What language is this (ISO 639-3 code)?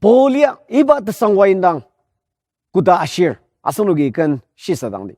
njo